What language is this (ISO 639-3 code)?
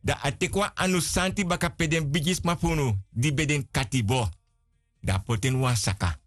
srn